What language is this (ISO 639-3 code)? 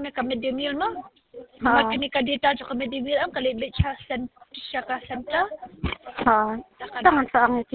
kha